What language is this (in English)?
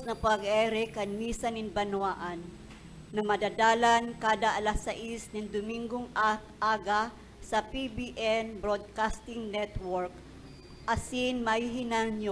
Bikol